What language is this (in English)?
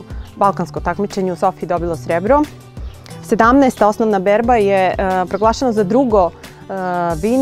Serbian